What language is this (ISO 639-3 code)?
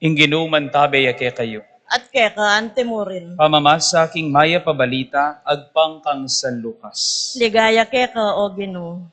pam